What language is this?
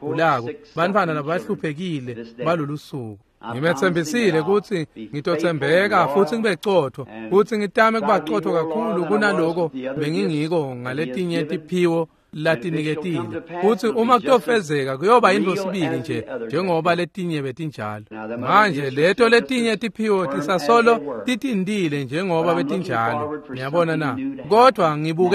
Swati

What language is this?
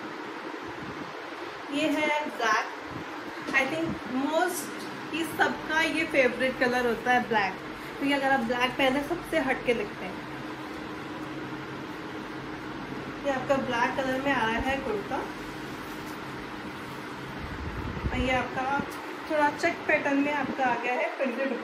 Hindi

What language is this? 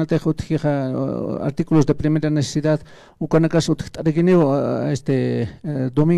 Aymara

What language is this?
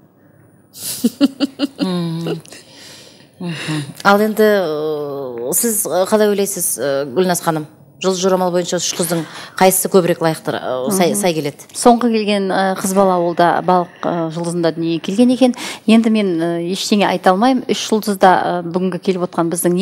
Kazakh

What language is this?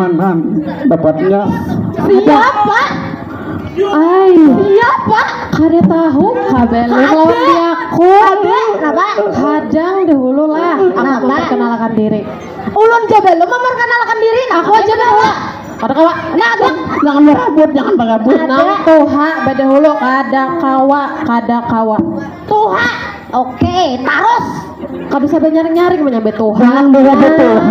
Banjar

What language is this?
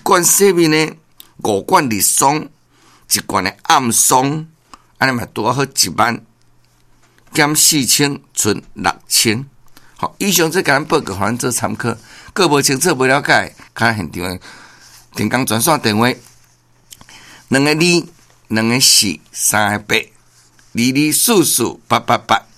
Min Nan Chinese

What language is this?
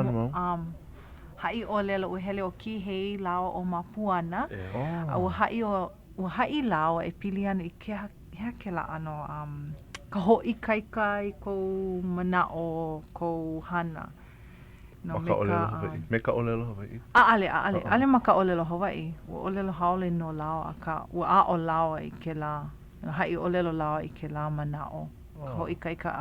Hawaiian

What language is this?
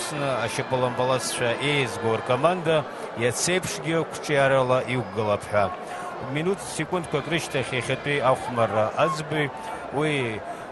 Abkhazian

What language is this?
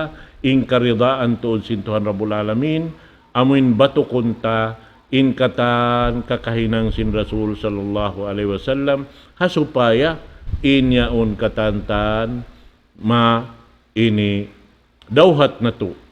Tausug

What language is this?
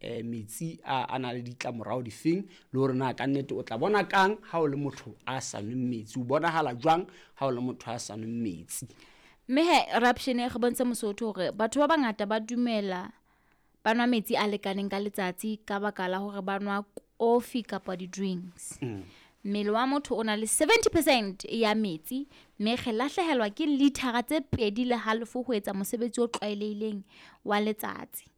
Southern Sotho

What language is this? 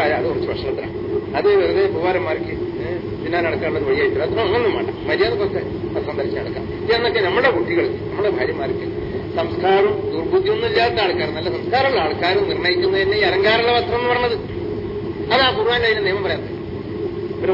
Malayalam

